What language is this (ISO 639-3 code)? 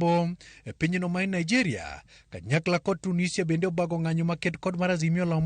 luo